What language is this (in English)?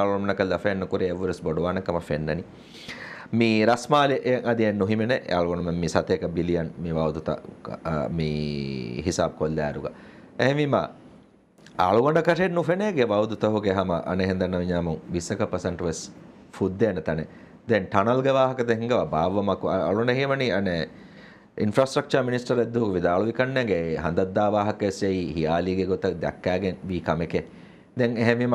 Divehi